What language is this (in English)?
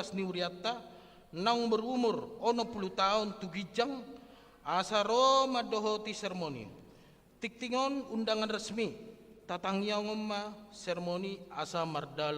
Batak Toba